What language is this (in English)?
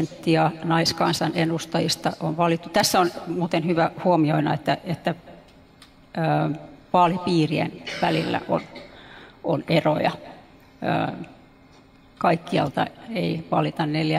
Finnish